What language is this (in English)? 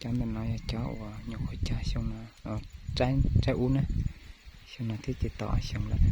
Hmong